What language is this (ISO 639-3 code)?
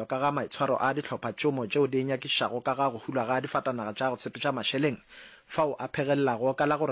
nso